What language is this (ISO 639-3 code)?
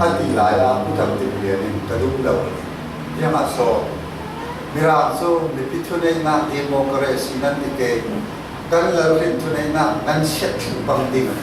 cfm